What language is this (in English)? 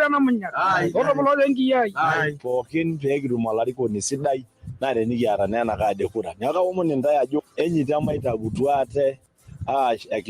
Masai